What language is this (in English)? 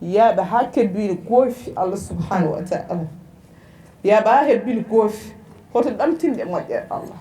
Fula